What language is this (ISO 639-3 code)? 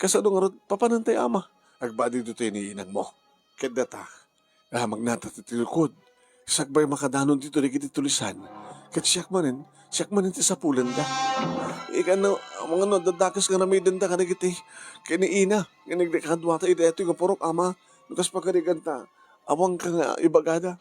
ilo